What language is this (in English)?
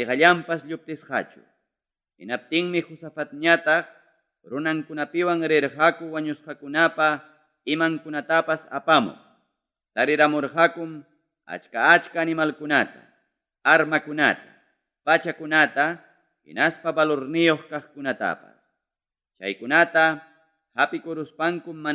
Ayacucho Quechua